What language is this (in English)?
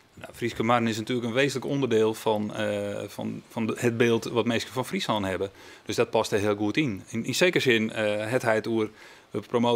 Western Frisian